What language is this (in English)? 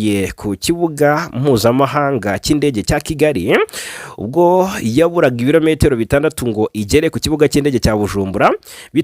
Kinyarwanda